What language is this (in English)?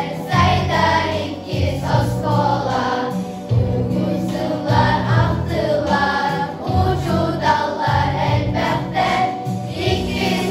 Yakut